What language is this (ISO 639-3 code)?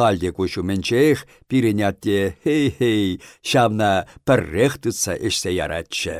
chv